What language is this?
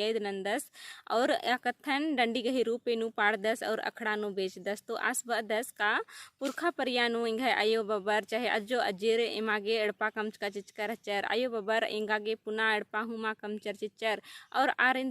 Kurukh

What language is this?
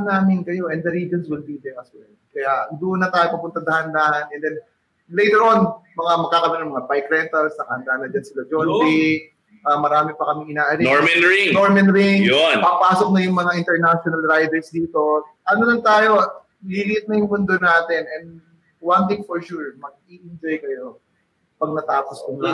Filipino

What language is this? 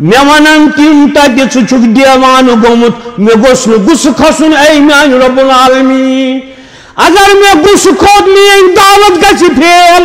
Kashmiri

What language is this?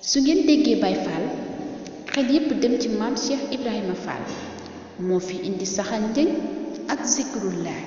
Wolof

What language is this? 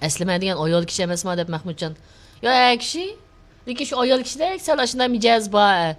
Uyghur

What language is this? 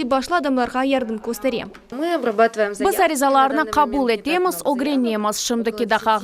Crimean Tatar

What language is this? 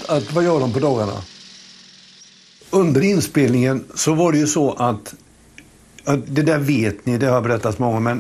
Swedish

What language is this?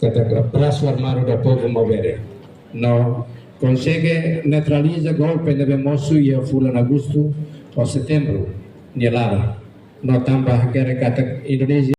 Tetum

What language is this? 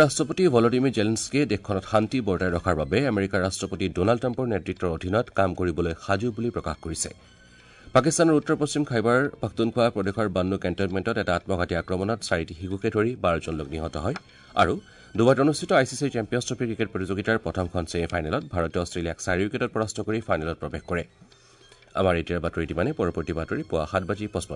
Assamese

